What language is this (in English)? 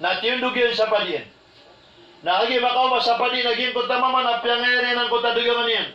Maranao